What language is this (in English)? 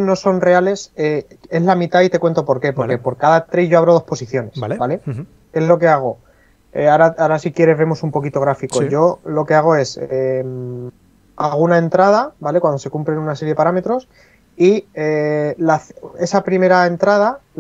Spanish